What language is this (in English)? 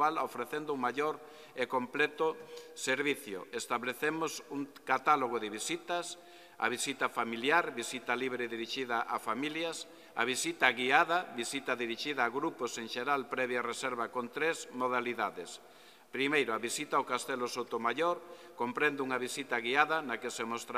Galician